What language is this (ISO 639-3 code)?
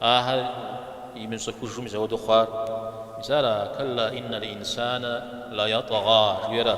kbd